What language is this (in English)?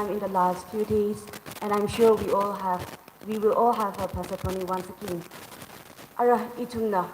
Tangkhul Naga (India)